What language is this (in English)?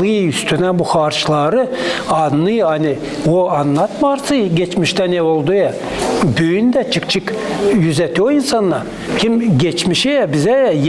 Gagauz